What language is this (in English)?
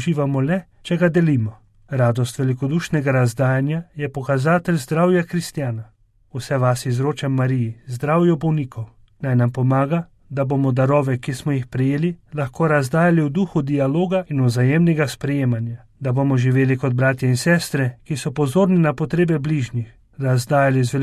Slovenian